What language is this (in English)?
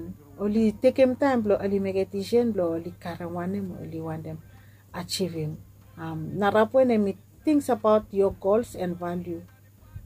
Bislama